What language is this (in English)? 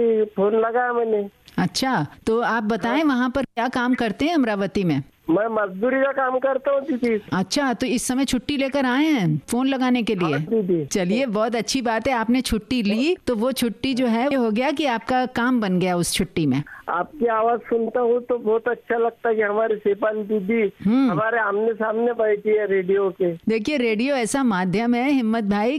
Hindi